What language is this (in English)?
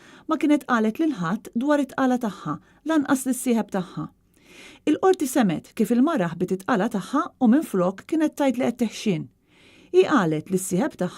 Maltese